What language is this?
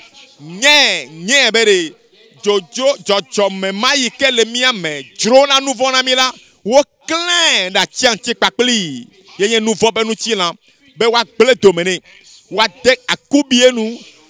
Ewe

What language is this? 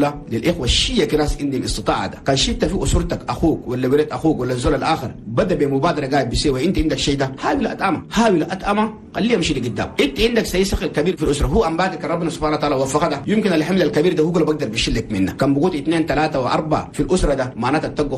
Chadian Arabic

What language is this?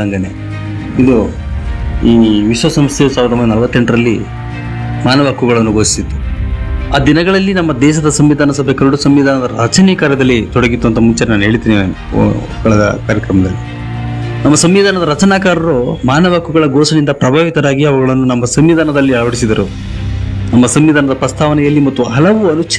Kannada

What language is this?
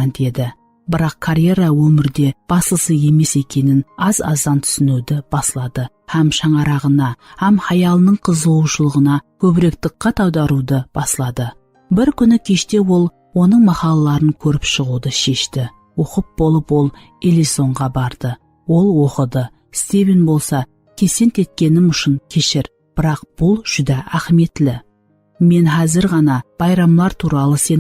Kara-Kalpak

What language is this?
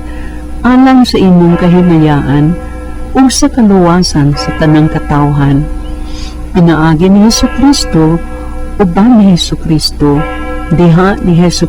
Cebuano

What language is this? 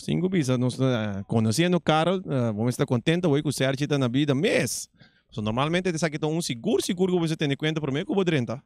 Papiamento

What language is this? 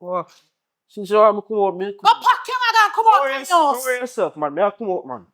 Jamaican Creole English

